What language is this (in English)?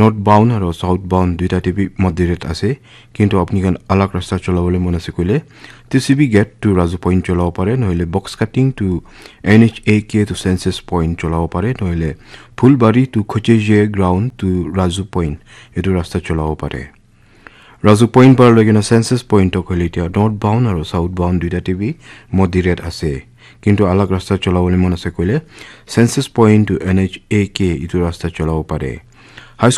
Naga Pidgin